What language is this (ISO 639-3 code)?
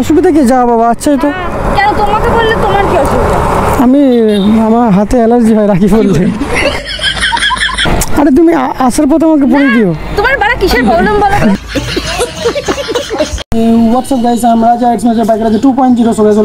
ben